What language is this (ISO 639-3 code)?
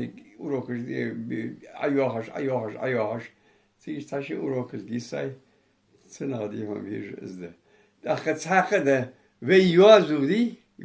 inh